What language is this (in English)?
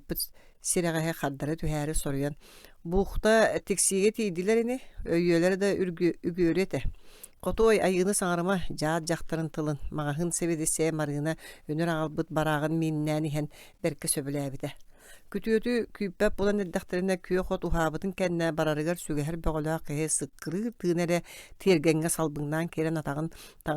Yakut